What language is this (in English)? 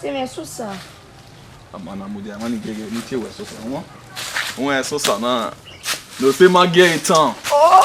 Bini